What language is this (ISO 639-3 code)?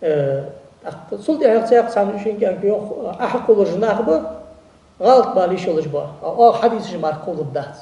inh